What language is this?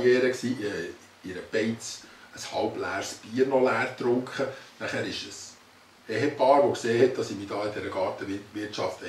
Swiss German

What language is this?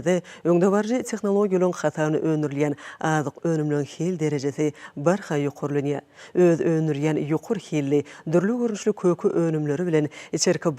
Turkmen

